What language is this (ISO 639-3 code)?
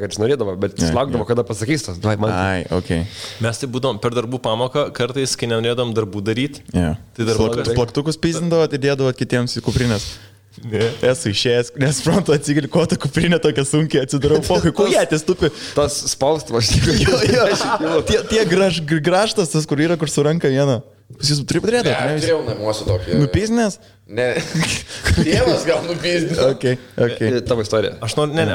lit